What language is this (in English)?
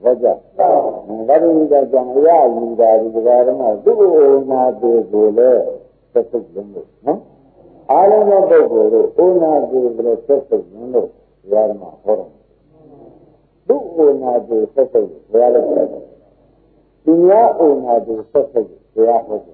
Burmese